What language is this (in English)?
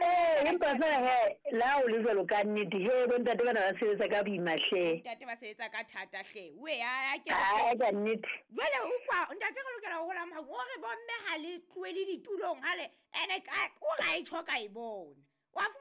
Southern Sotho